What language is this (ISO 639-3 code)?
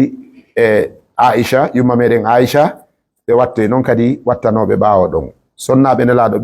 ful